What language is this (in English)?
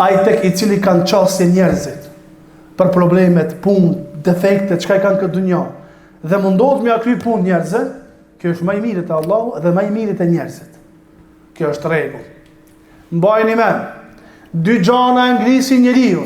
Albanian